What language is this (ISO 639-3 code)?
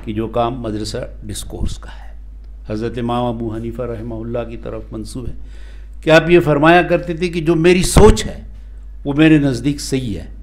urd